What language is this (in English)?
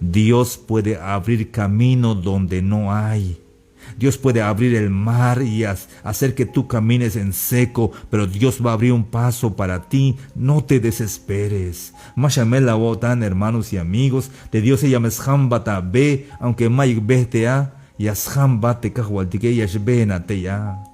Tzeltal